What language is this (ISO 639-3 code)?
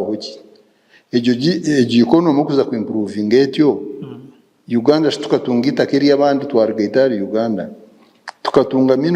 nyn